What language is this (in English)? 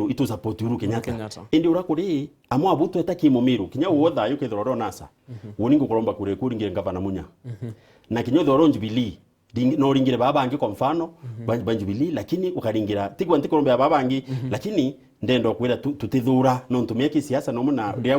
Meru